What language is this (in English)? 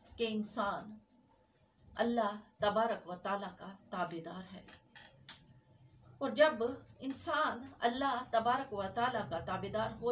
Urdu